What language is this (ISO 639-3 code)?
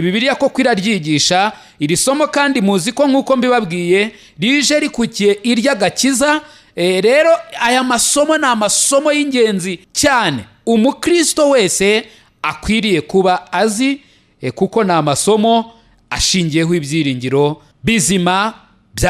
kin